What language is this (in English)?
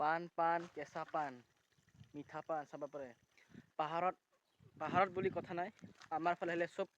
Assamese